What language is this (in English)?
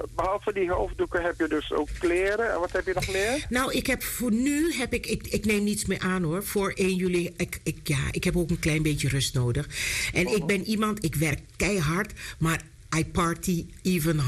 Dutch